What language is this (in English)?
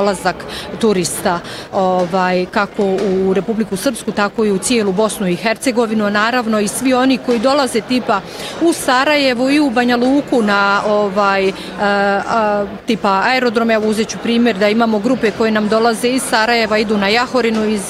Bosnian